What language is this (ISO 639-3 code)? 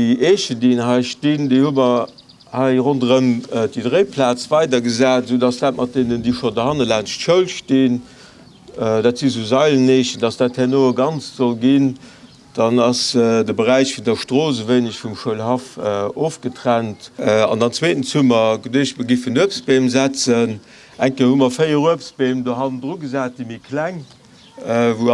ltz